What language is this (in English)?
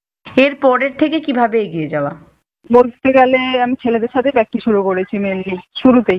Bangla